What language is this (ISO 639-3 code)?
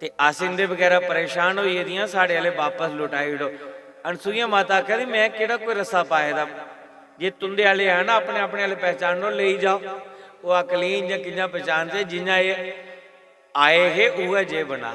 doi